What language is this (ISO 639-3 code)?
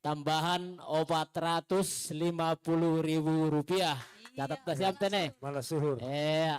bts